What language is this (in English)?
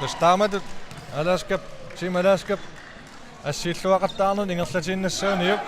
Kalaallisut